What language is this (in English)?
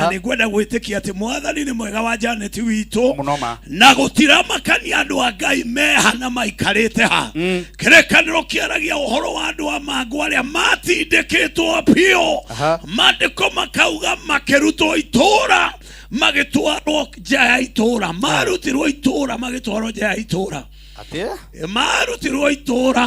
Kikuyu